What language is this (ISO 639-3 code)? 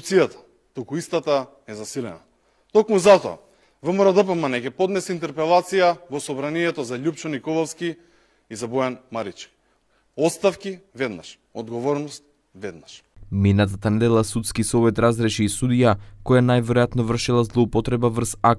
mkd